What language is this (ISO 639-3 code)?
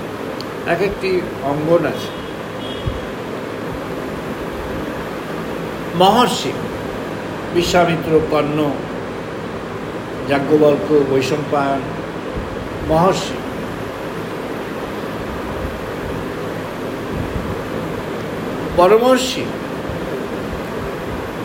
ben